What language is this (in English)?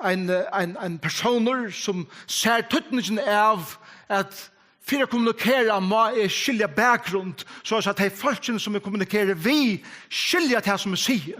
Faroese